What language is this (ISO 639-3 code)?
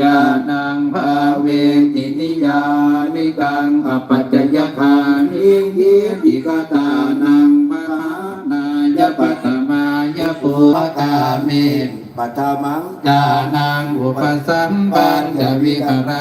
pli